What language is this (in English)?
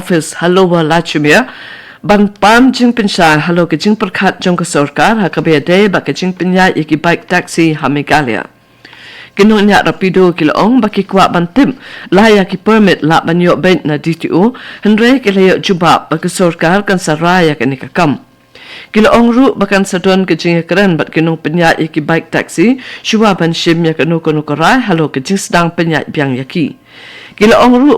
Khasi